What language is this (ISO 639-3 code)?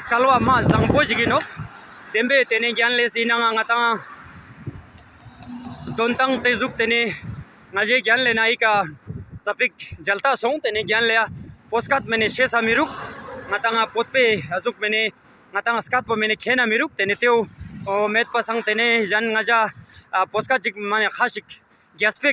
lbj